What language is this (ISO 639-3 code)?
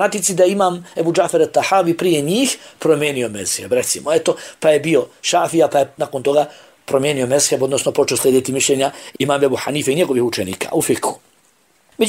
bos